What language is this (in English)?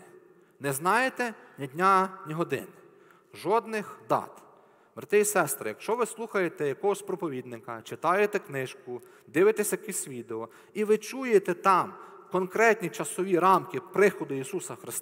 Ukrainian